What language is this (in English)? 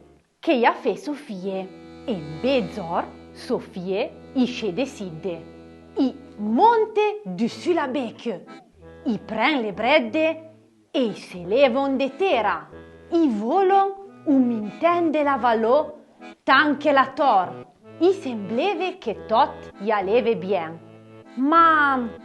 Arpitan